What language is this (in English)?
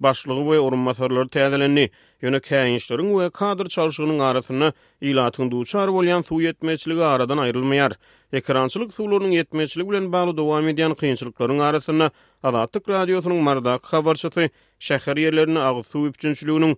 Turkmen